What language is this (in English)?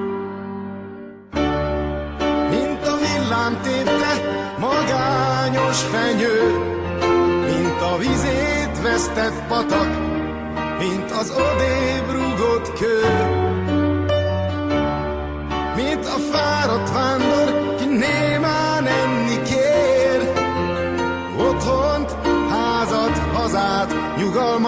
Hungarian